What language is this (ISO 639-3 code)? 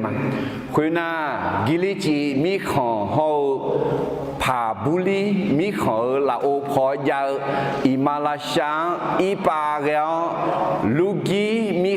ahk